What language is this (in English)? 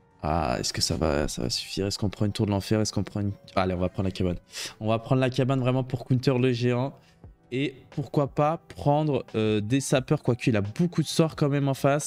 French